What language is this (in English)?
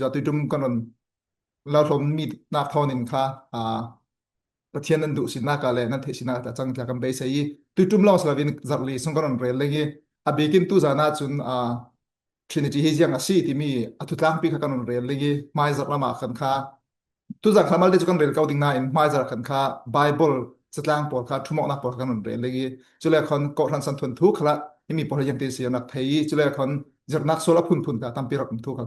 Falam Chin